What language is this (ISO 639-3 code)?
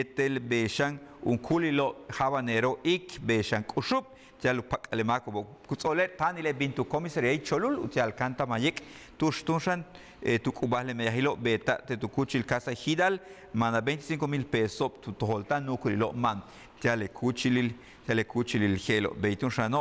yua